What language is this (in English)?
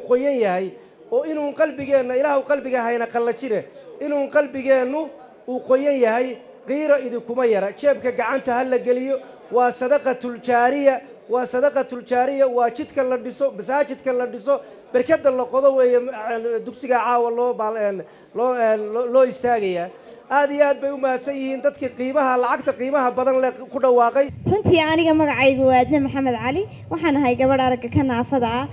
Somali